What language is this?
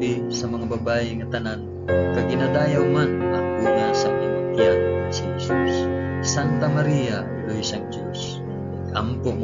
Hiligaynon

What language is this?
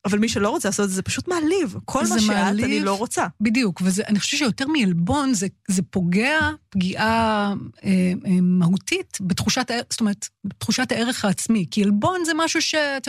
Hebrew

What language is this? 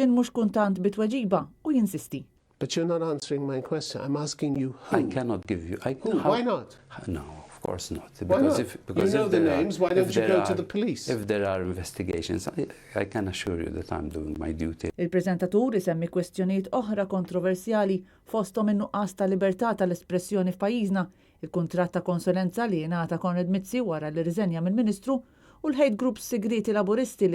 Maltese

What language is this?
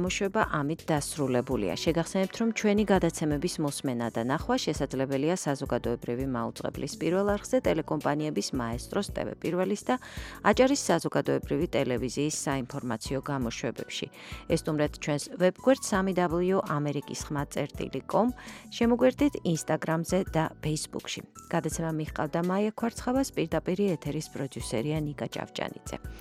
Georgian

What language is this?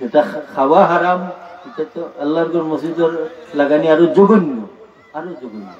Sylheti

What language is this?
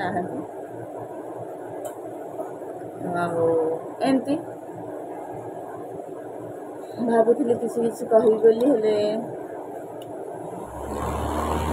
Odia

